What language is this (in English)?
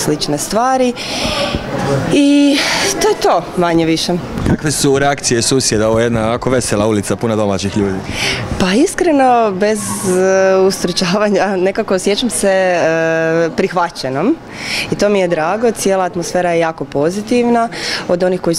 Croatian